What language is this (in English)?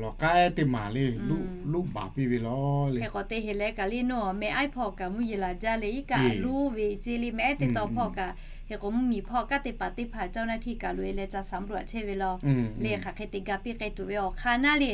Lahu